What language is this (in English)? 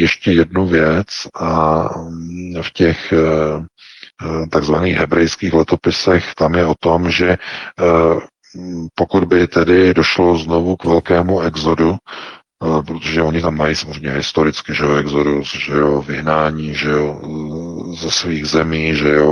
Czech